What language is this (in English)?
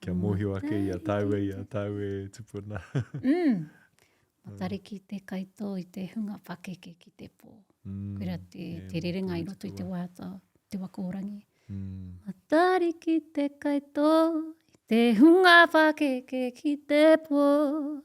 Māori